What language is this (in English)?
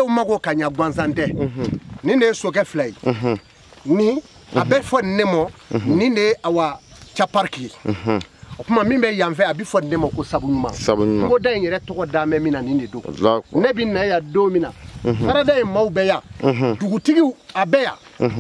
Bambara